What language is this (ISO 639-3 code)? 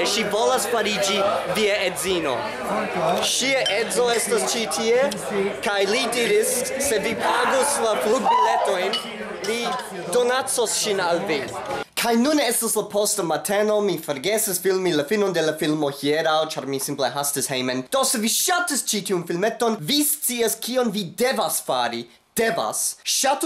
epo